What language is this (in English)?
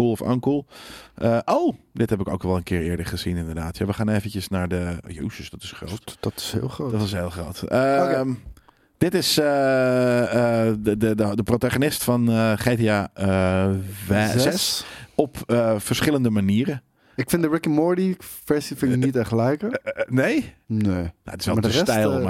Dutch